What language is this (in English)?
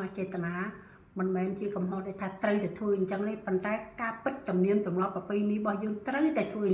Khmer